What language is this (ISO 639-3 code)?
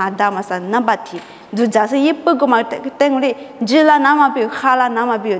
lis